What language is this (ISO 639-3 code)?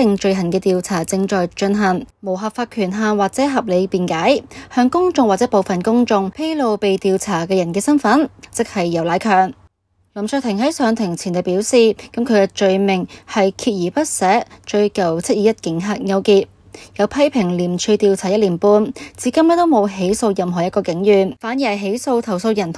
yue